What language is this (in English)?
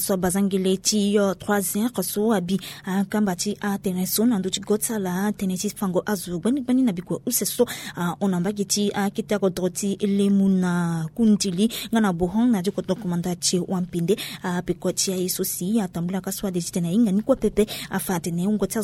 Sango